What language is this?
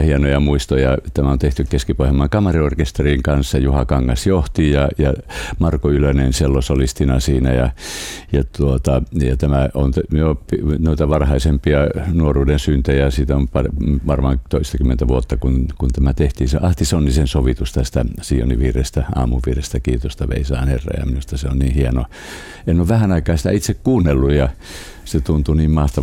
Finnish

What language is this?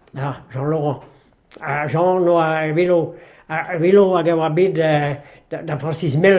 Breton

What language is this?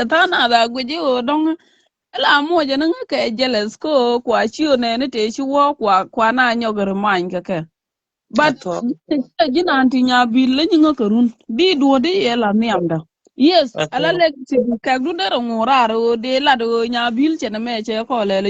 Nuer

